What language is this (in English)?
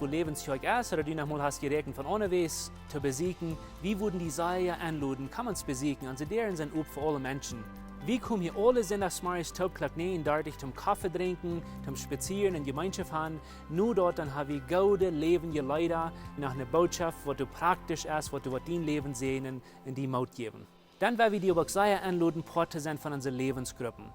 Plautdietsch